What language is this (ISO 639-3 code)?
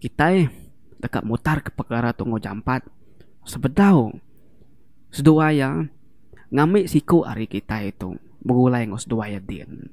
iba